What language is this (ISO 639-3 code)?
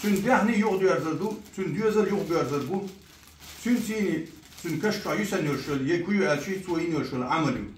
che